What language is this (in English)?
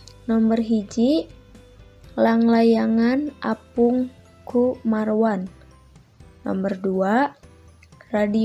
Sundanese